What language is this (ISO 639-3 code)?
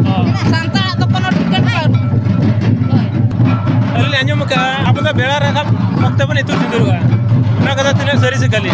sat